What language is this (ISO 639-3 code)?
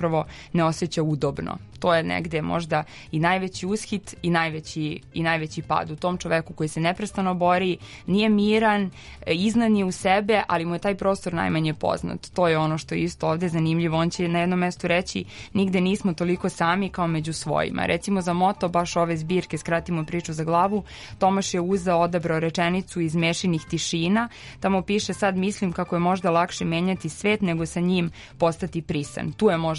srp